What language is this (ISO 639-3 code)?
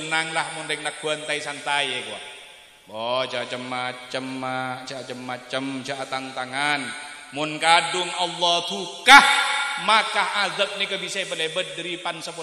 mad